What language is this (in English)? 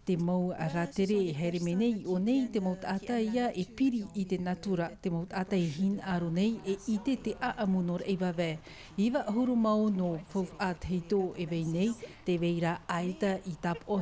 Tahitian